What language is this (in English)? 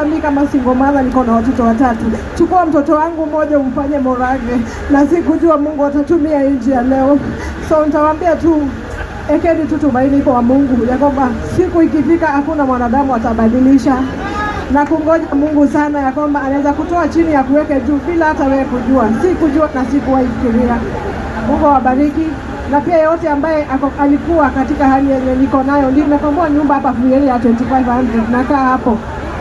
Kikuyu